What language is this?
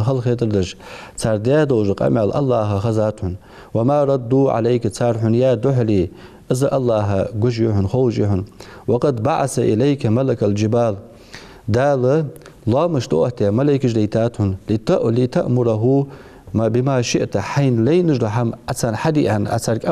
Ingush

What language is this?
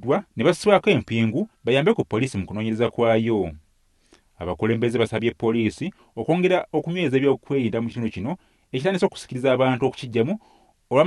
Ganda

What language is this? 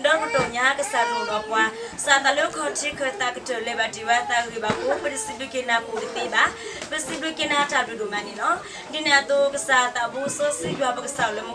S'gaw Karen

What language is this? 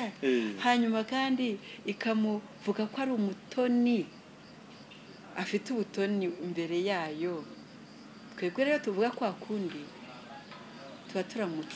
Kinyarwanda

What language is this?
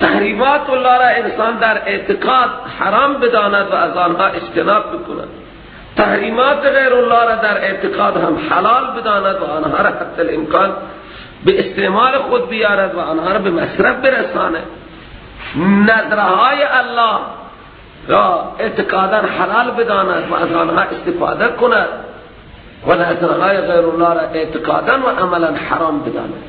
Persian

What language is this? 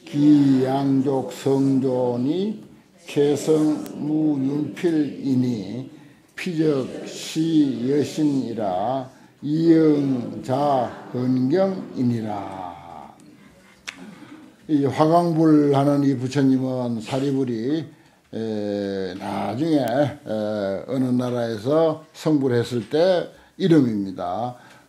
Korean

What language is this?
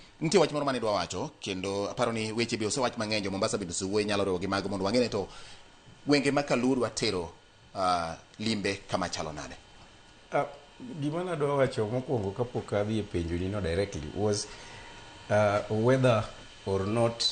Luo (Kenya and Tanzania)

